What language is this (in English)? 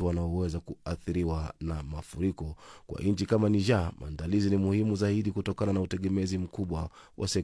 Swahili